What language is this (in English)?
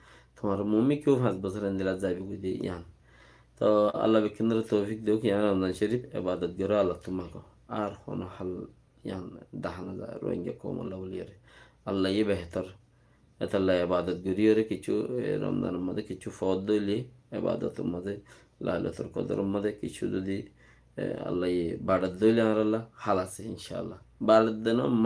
Rohingya